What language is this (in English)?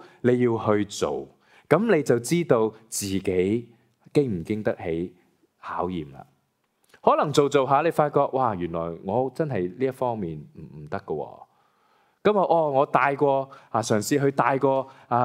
Cantonese